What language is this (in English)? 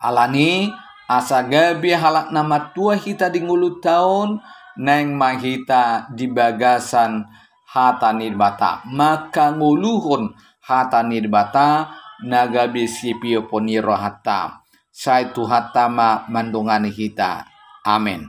Batak Toba